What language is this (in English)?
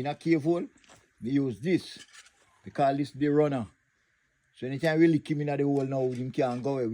Jamaican Creole English